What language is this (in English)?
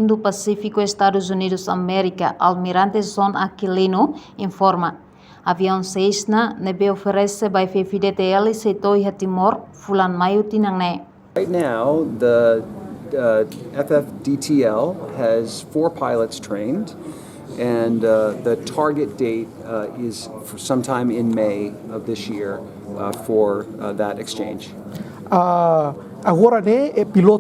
Tetum